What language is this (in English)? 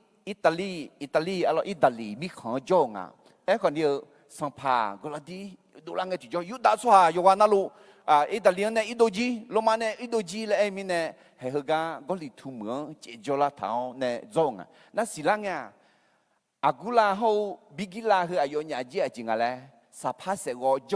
Akha